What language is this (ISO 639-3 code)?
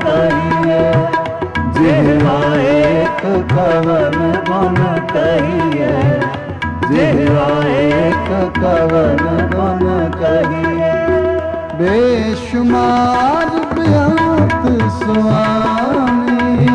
hin